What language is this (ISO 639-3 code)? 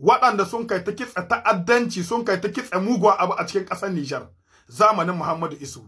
hau